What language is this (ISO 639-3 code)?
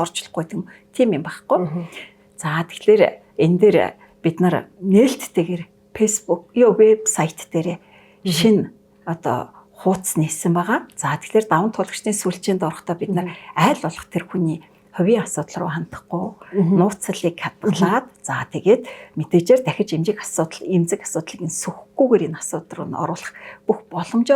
mon